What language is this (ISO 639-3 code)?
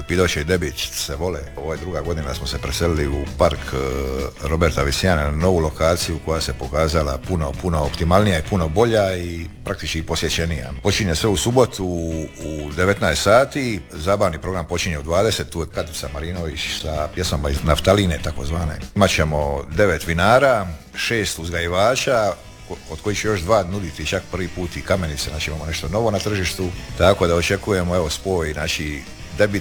hrv